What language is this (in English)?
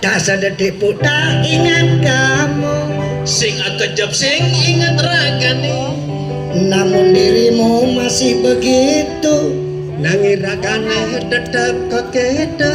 Balinese